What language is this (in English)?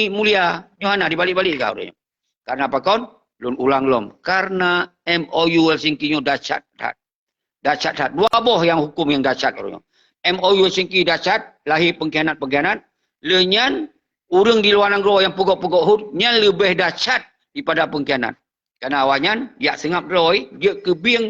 Achinese